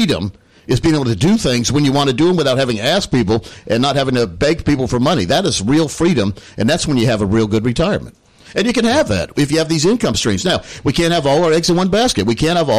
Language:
English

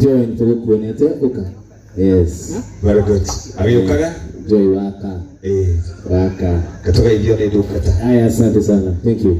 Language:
Kikuyu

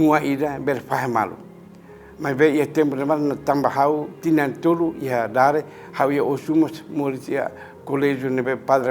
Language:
Tetum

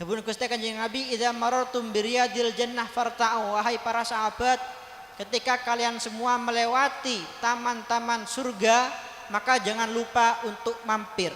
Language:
Madurese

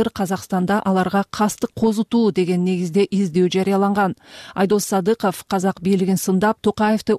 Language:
Kyrgyz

